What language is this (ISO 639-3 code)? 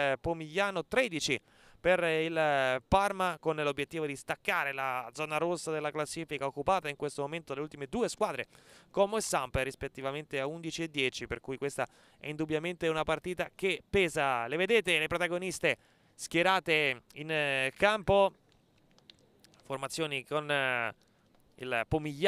ita